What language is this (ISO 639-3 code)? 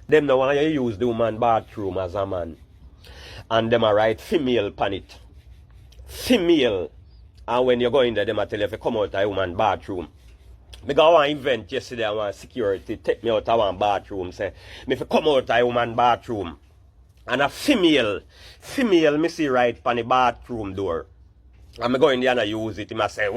jam